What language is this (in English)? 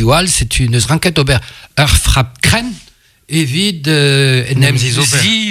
Breton